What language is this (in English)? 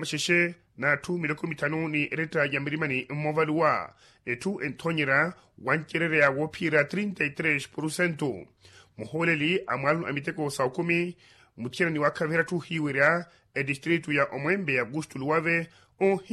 Makhuwa